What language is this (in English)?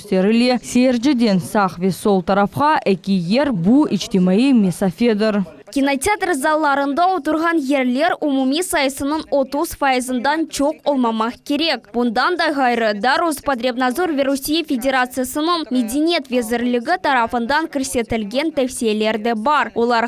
Crimean Tatar